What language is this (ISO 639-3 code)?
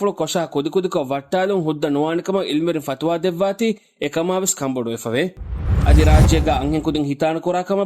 div